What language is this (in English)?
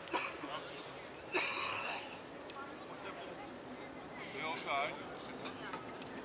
Czech